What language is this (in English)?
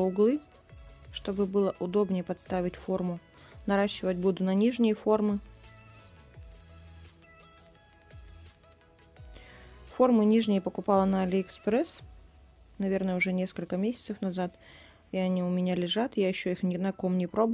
Russian